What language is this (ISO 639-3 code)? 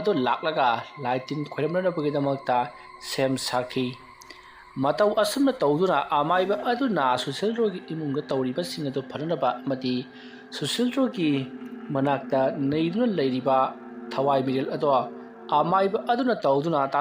mni